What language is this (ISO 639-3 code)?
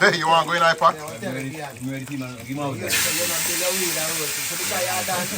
jam